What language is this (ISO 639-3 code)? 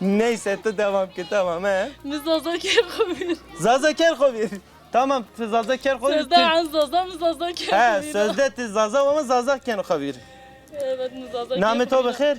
zza